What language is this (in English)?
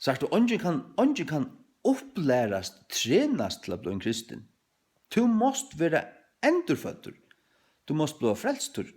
Faroese